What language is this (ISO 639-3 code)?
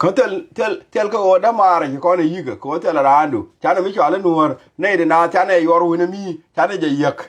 nus